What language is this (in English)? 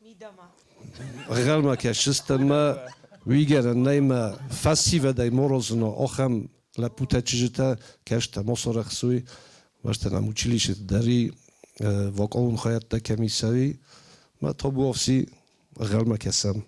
Ossetic